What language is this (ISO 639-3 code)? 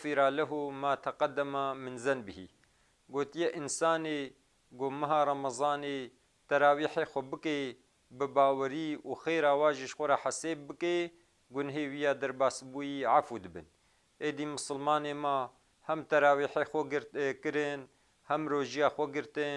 kur